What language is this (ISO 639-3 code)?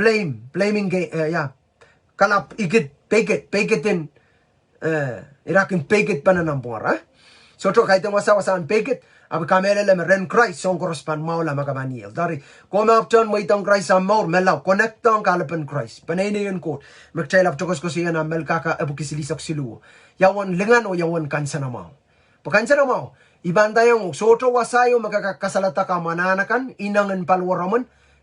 pon